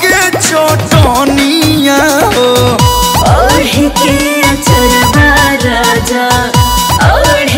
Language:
Bhojpuri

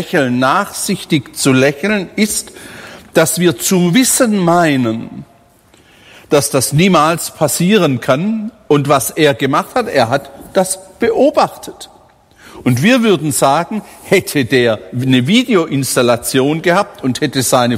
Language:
German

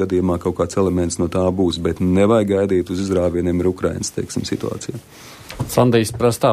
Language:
Latvian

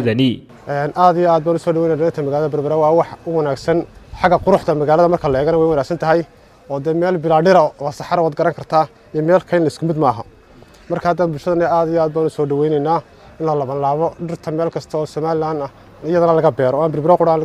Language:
Somali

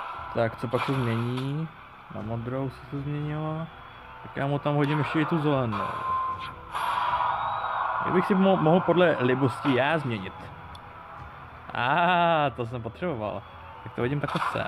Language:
Czech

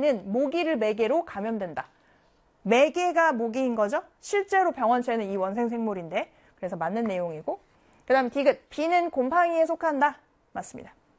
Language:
Korean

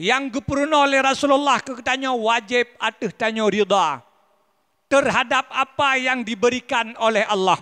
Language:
Achinese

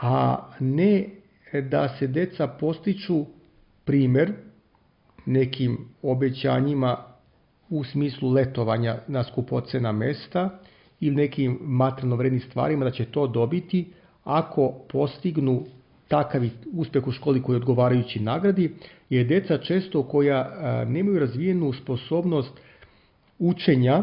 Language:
Serbian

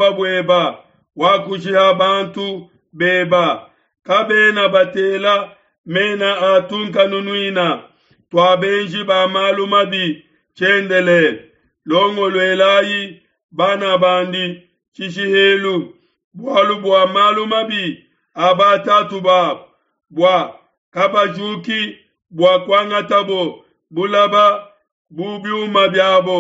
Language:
Luba-Lulua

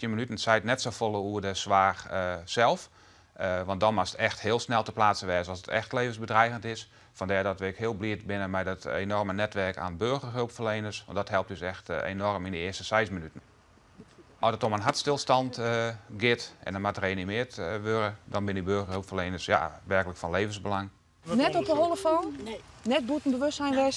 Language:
Western Frisian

